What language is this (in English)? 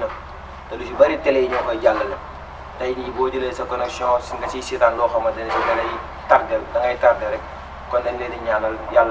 Wolof